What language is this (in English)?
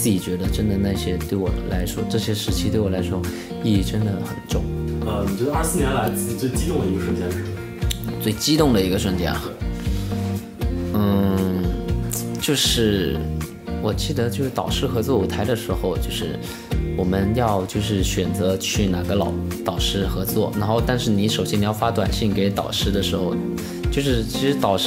Chinese